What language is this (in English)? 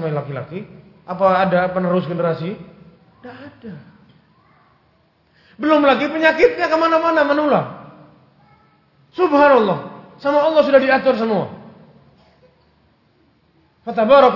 Indonesian